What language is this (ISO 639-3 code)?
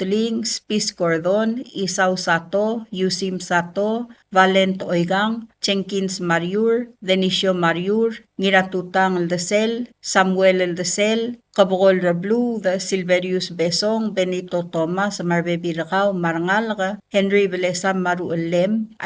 pau